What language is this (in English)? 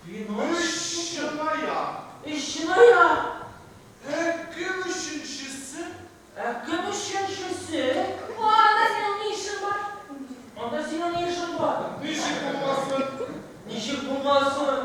Bashkir